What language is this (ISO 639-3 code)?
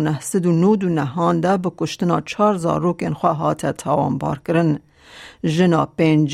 kur